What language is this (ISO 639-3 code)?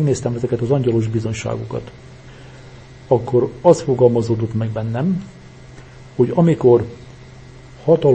hun